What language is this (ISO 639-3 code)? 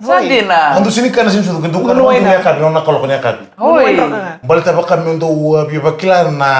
fij